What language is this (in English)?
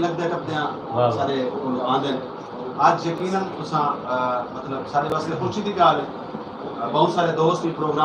Saraiki